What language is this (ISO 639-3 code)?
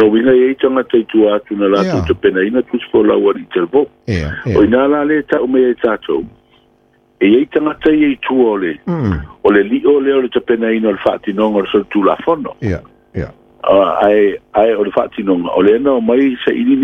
smo